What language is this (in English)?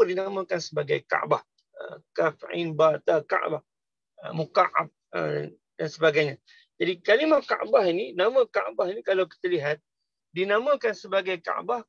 Malay